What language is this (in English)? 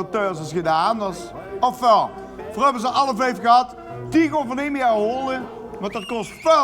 Limburgish